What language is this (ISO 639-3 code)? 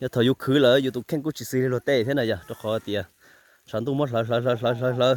hmn